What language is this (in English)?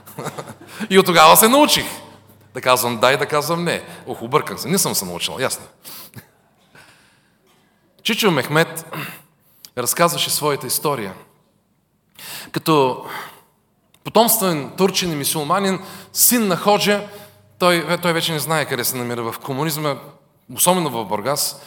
Bulgarian